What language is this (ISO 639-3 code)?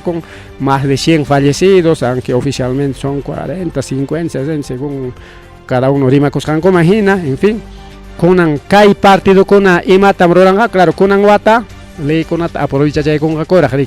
quy